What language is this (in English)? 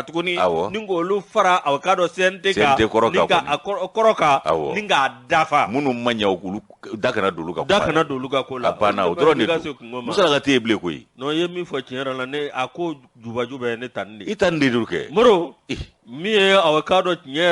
Bambara